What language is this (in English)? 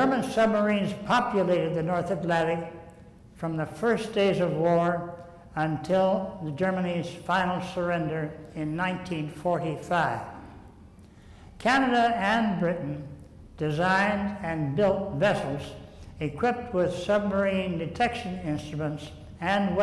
English